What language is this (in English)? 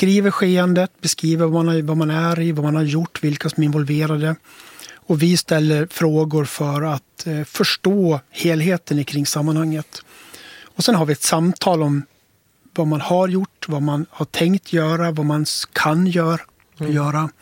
Swedish